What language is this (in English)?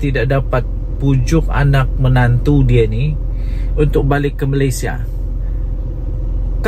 Malay